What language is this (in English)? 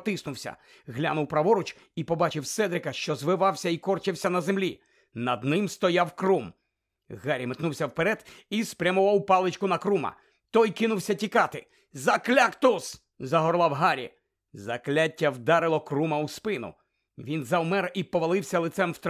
Ukrainian